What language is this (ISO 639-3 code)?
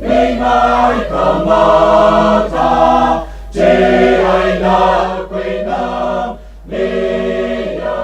nmf